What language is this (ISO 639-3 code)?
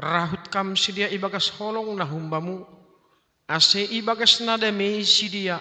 bts